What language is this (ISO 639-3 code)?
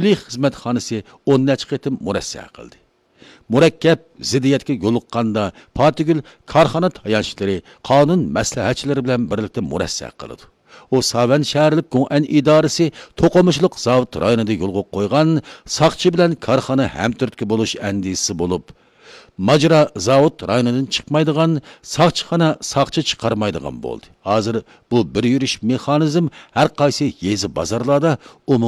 uig